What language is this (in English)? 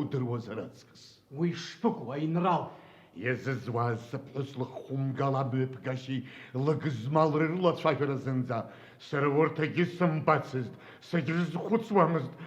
Abkhazian